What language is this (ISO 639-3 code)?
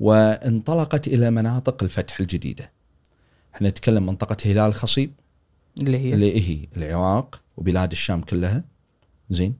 afb